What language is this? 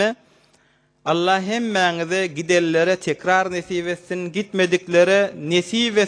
Turkmen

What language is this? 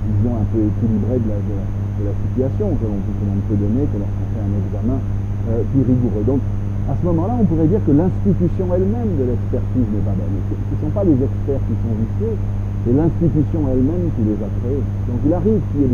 French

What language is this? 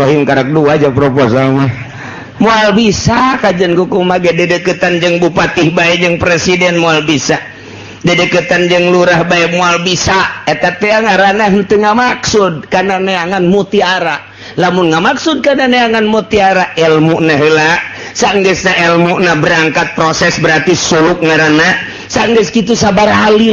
Sundanese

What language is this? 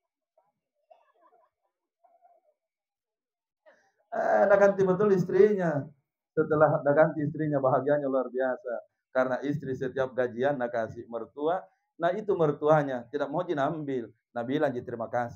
Indonesian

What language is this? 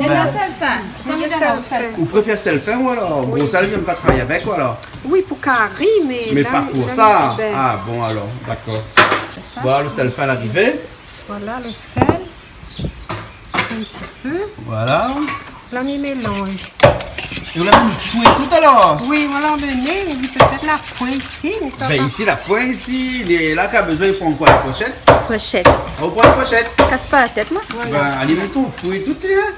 Réunion Creole French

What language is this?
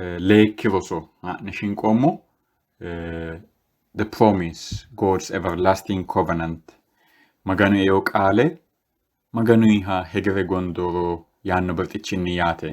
Sidamo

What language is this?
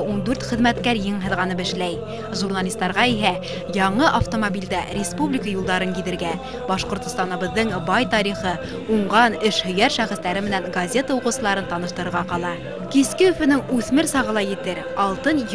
Bashkir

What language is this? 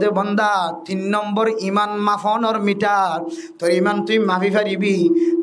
Rohingya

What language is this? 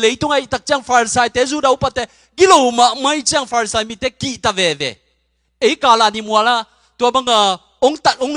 Tedim Chin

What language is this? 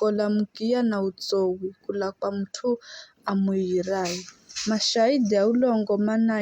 Giryama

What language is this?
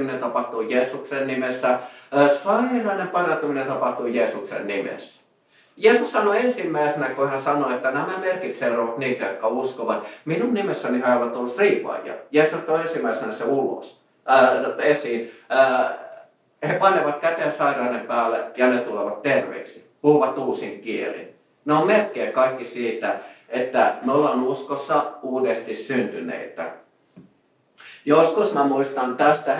Finnish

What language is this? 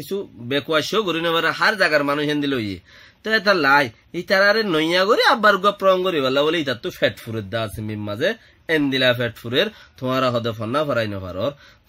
Rohingya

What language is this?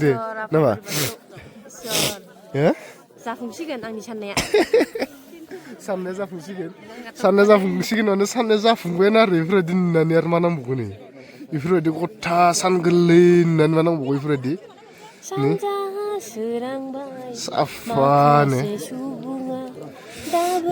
Bodo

